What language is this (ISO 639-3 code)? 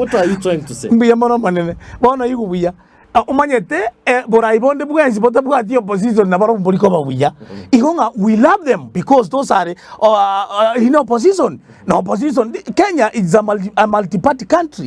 guz